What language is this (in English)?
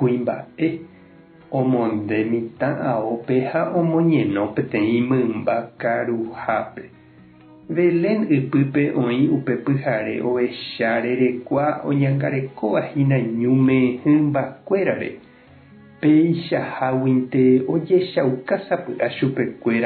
Guarani